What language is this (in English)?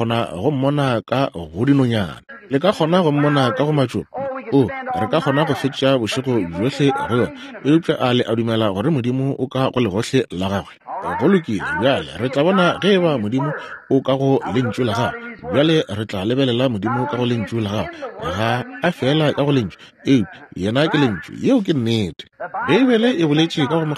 Northern Sotho